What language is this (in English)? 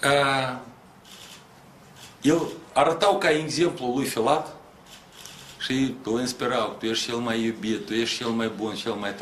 Romanian